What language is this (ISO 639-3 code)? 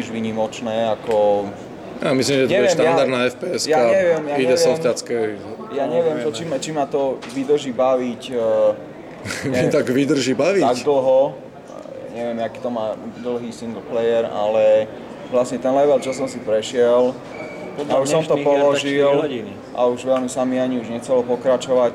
slk